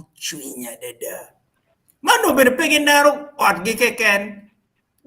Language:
Acoli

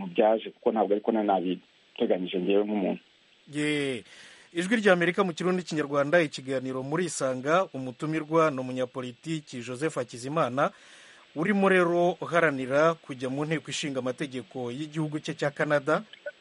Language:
Kinyarwanda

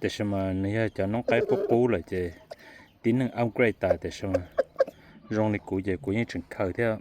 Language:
Hmong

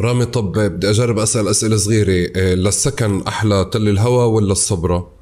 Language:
North Levantine Arabic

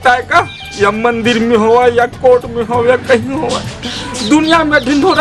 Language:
Chhattisgarhi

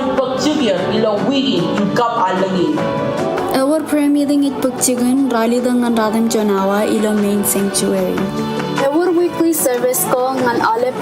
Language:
Marshallese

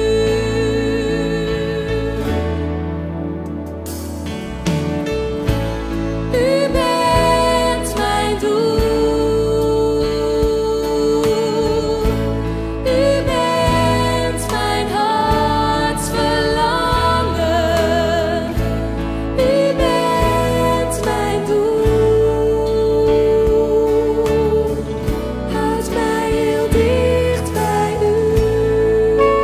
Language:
Dutch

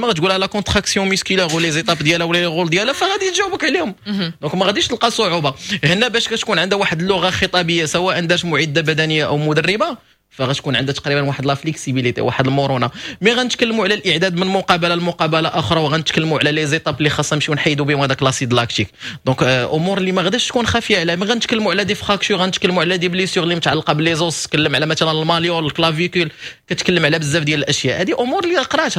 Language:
Moroccan Arabic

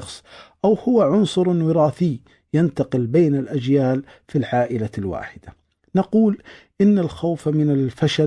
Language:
Najdi Arabic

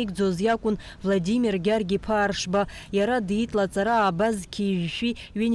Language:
Abkhazian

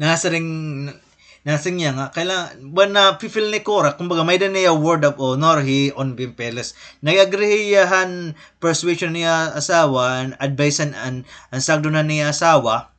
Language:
Waray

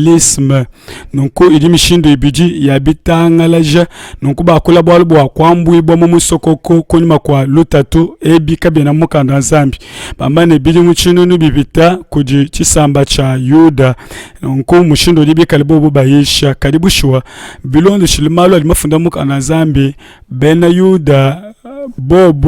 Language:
Luba-Lulua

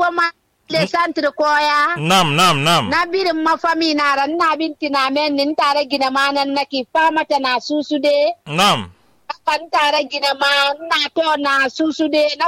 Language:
Susu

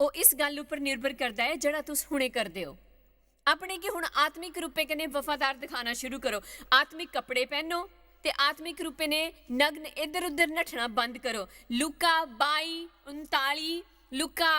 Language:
Dogri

